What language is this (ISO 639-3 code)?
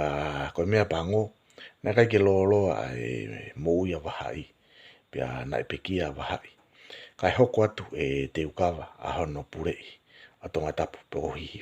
ton